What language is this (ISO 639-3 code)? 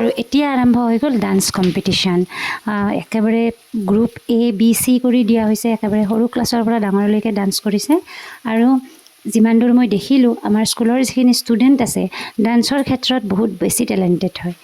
asm